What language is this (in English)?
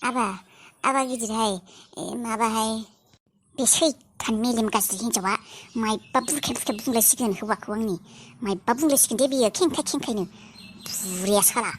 Bodo